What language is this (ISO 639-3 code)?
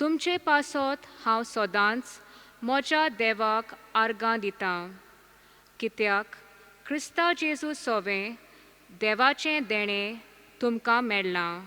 kok